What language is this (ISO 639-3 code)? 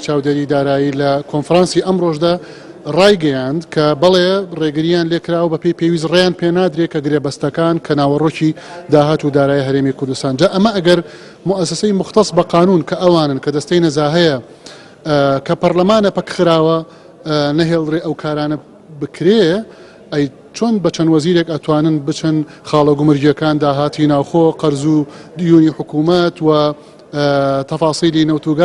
ckb